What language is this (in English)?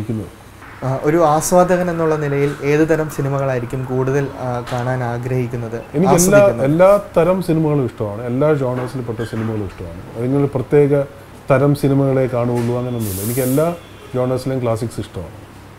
Malayalam